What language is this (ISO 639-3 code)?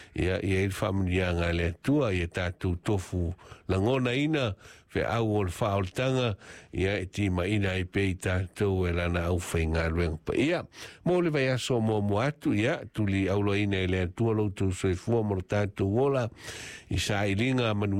smo